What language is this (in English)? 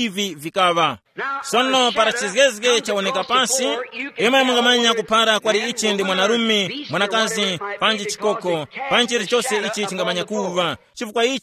Tumbuka